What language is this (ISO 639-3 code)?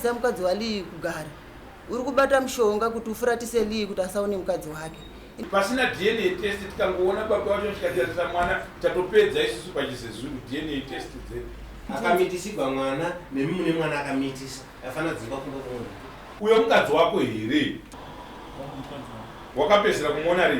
sna